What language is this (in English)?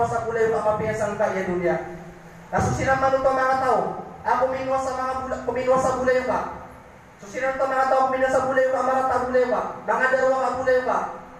Maranao